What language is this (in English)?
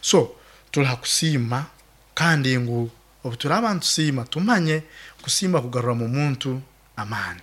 Nyoro